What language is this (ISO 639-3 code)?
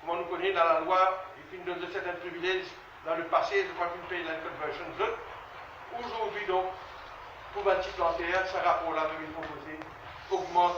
mfe